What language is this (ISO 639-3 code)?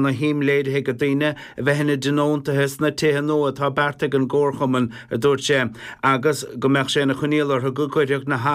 gle